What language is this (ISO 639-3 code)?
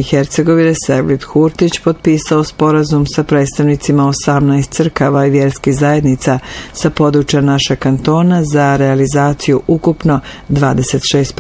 bos